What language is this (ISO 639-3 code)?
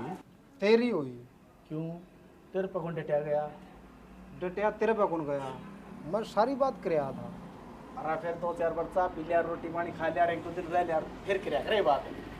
bgc